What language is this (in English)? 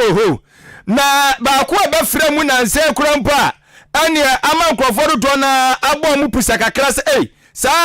Akan